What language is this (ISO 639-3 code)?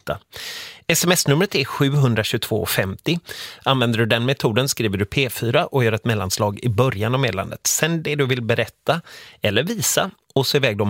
swe